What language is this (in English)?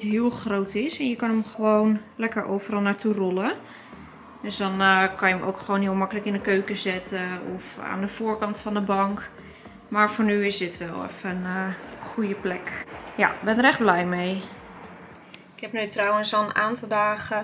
Dutch